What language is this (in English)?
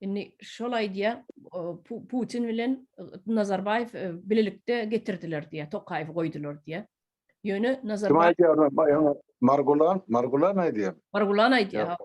Turkmen